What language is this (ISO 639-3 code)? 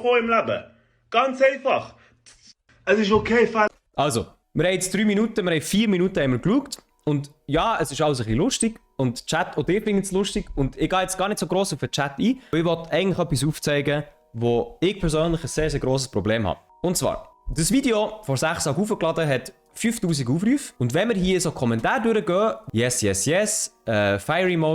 gsw